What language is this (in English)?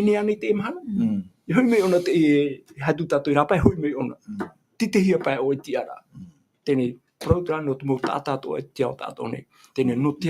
Tahitian